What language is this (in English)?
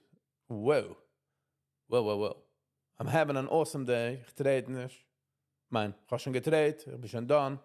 Yiddish